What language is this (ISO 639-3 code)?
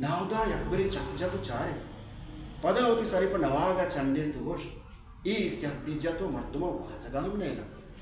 bal